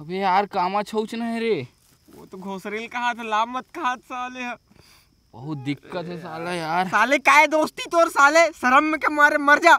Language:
Chhattisgarhi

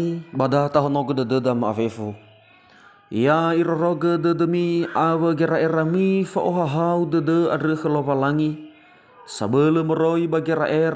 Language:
Nias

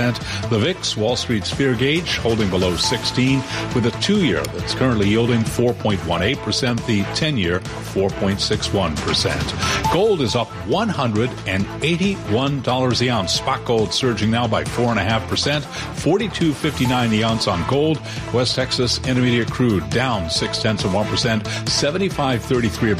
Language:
English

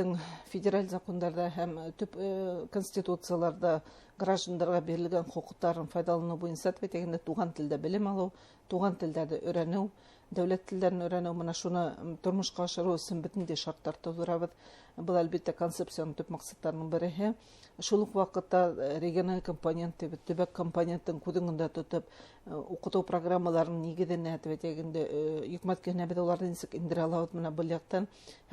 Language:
Bashkir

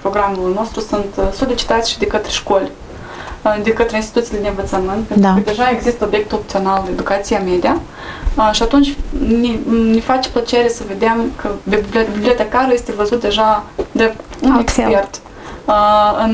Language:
Romanian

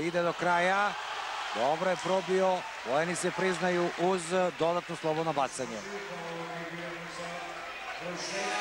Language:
Serbian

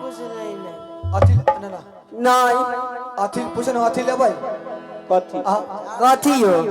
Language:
Maithili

